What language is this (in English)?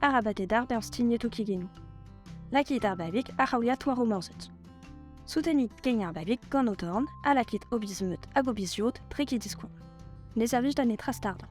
Breton